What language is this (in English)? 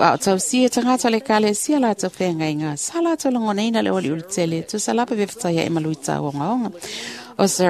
Samoan